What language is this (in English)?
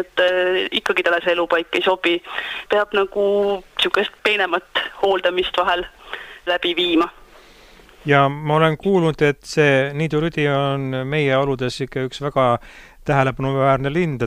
Estonian